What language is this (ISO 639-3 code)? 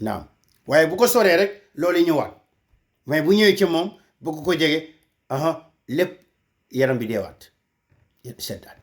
wol